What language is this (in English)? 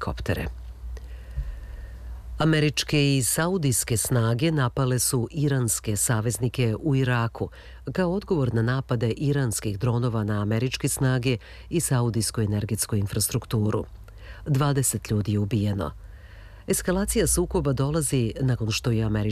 Serbian